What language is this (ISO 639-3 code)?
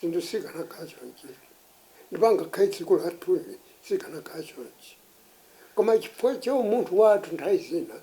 nya